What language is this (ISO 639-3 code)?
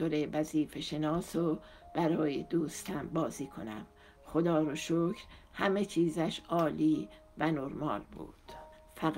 fas